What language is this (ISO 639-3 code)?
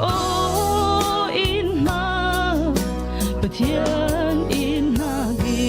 cfm